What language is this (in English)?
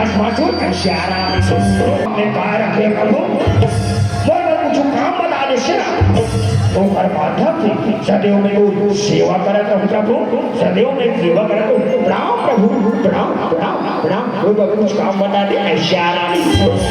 Chhattisgarhi